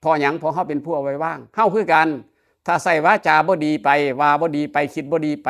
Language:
Northeastern Thai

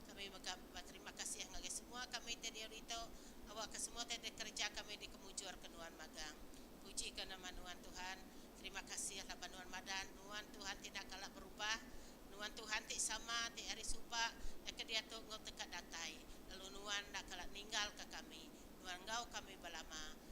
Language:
Iban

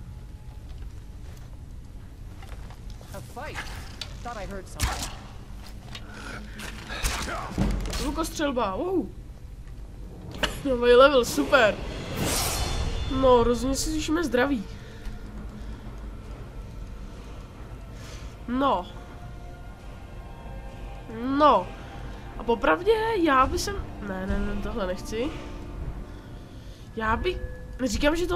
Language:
Czech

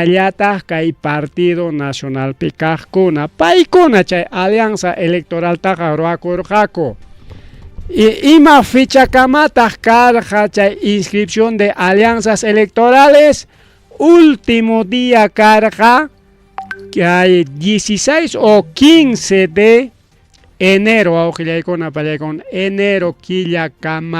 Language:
Ayacucho Quechua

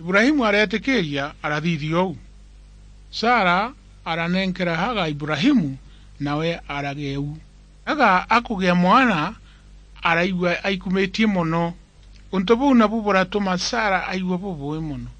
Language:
Meru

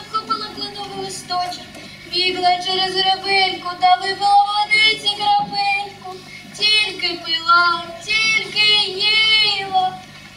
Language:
Ukrainian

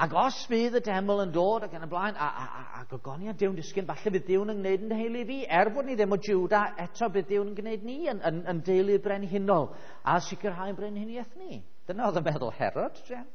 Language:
Welsh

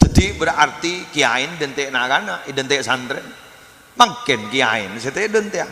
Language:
Madurese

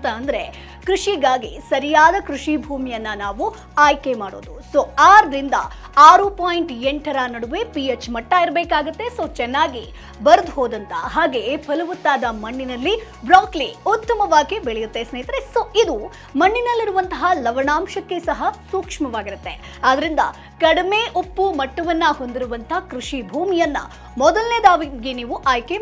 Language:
Kannada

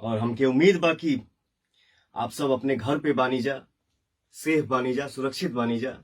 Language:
Bhojpuri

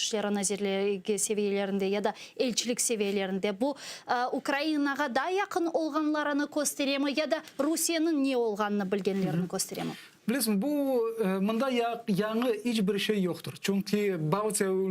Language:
Crimean Tatar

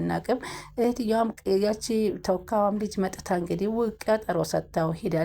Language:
Amharic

